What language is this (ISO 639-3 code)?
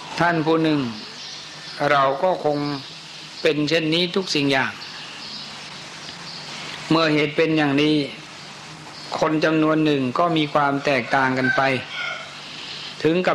tha